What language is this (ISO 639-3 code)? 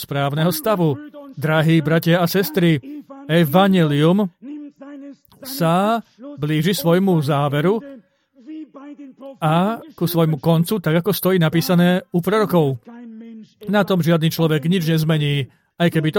slk